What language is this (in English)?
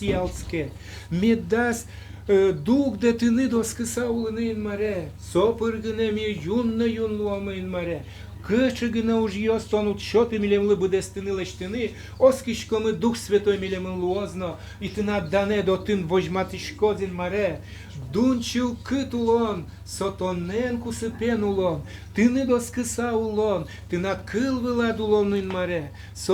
Udmurt